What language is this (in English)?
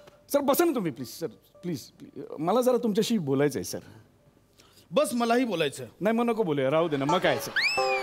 Marathi